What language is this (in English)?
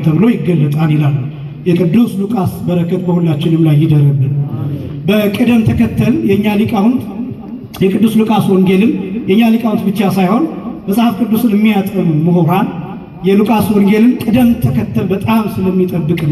Amharic